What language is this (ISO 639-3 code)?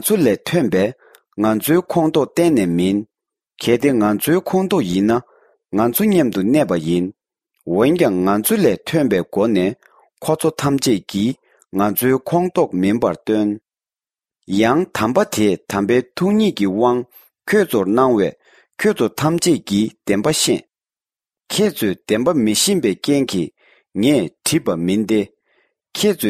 bod